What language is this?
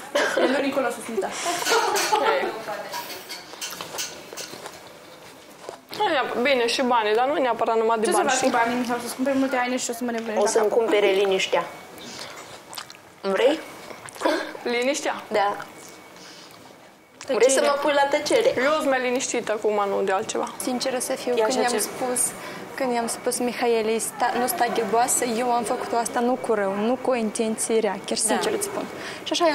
Romanian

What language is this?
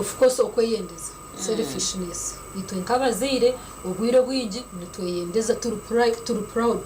Nyankole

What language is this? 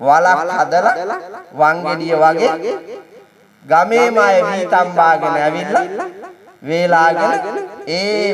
Sinhala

